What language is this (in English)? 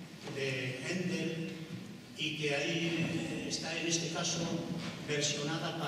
Spanish